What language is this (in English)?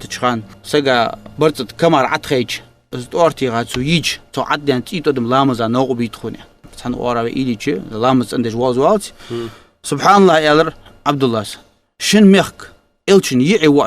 Ingush